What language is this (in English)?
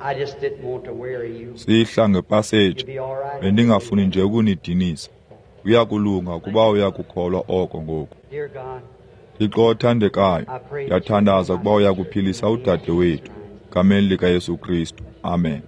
Xhosa